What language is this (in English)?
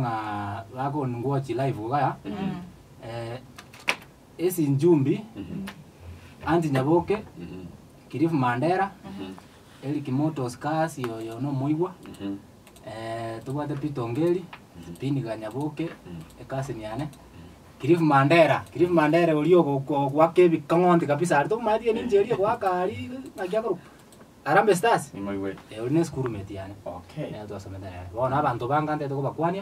Gusii